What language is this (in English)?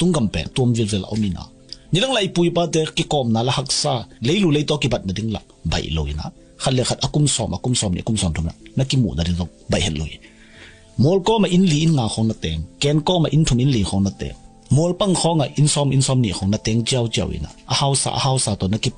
Tedim Chin